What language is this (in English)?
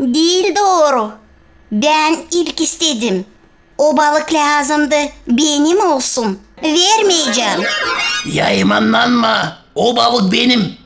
Gagauz